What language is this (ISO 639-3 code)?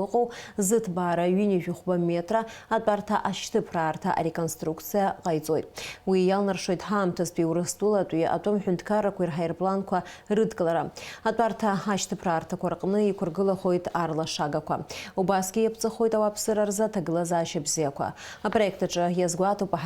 abk